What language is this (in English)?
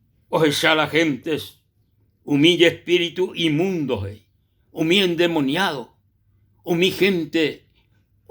Guarani